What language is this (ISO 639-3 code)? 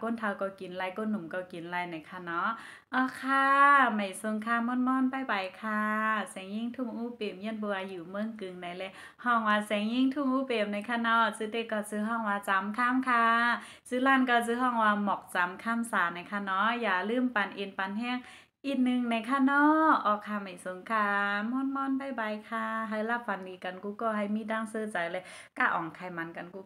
shn